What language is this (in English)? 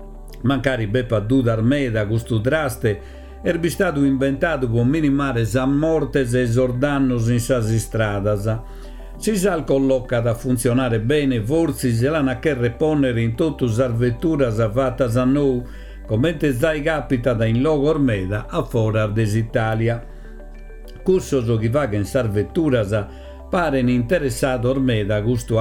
Sardinian